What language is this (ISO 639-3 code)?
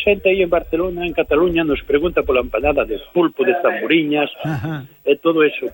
glg